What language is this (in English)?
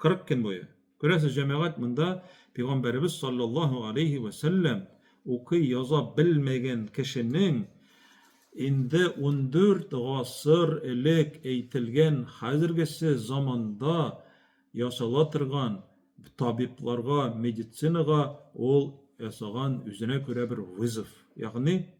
Tatar